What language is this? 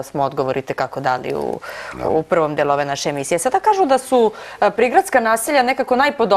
Serbian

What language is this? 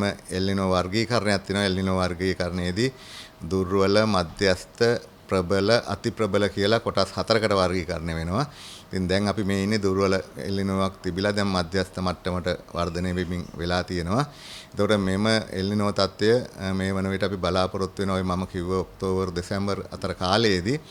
Sinhala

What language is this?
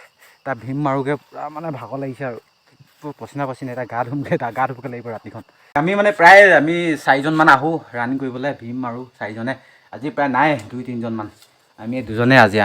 Assamese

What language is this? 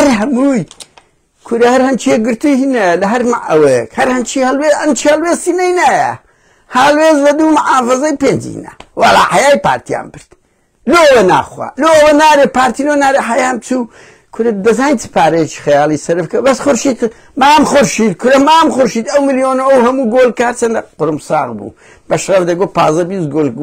Central Kurdish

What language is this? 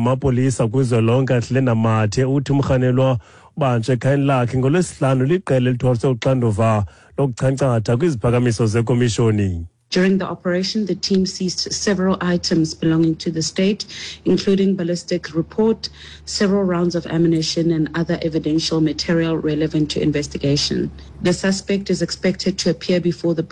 Xhosa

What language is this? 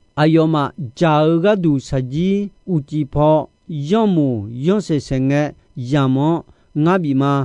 Akha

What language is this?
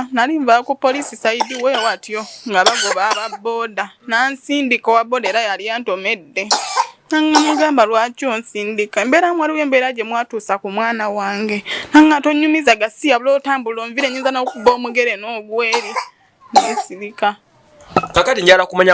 Ganda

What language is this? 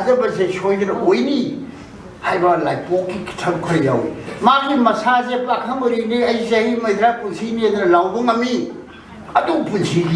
Manipuri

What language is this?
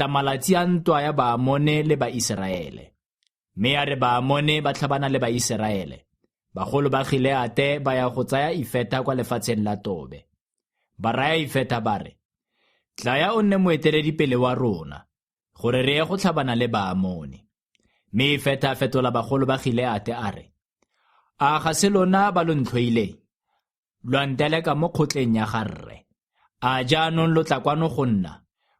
Tswana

